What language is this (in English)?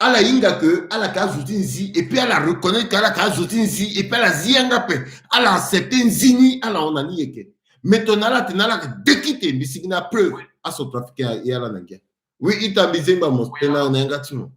Sango